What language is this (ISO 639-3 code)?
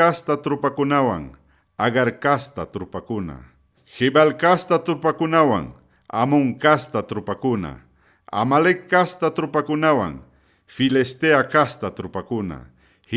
quy